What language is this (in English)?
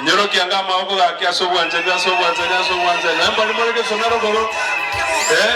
Gusii